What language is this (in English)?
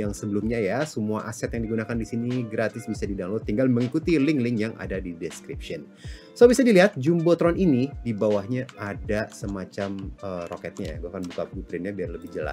Indonesian